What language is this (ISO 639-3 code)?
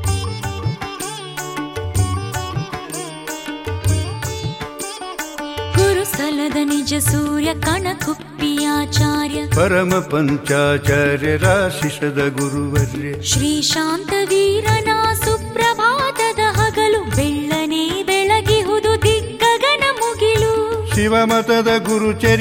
kan